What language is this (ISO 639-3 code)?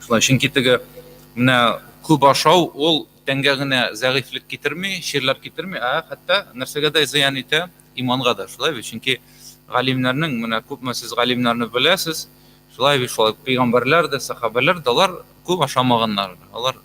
tat